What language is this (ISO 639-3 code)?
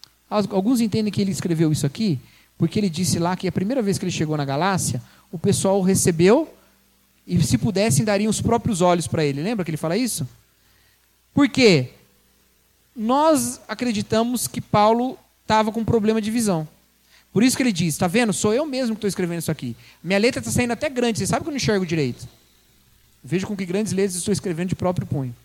por